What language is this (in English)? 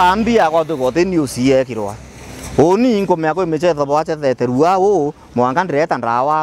Meru